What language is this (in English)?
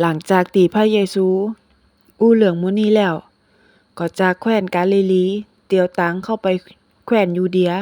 Northern Thai